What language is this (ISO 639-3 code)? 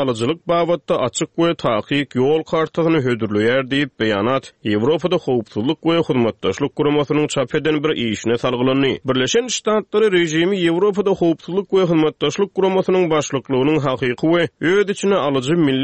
tuk